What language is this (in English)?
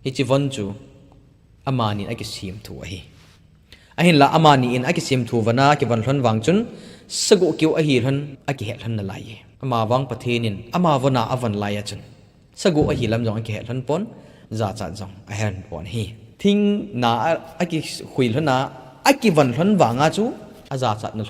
Thado Chin